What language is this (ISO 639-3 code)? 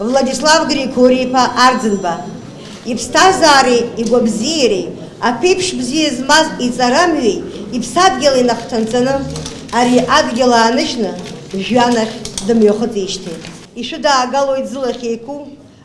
abk